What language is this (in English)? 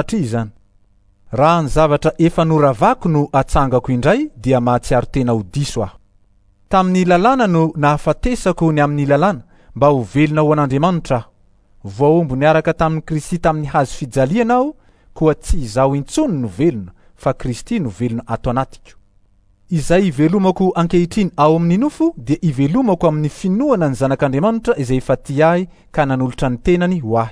Malagasy